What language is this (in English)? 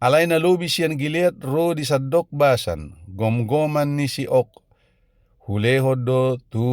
Batak Toba